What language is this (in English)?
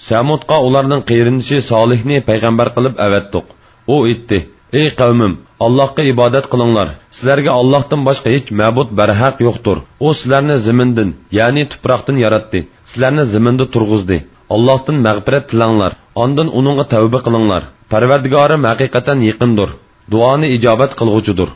Uyghur